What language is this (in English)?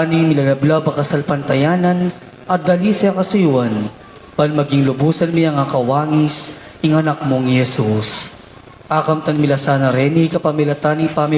Pampanga